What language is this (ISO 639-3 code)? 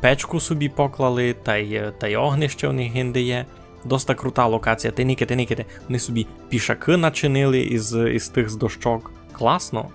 rue